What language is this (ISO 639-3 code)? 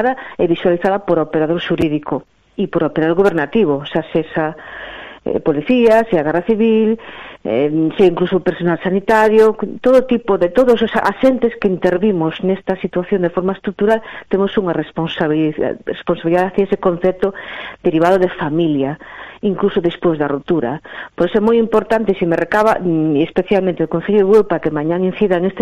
glg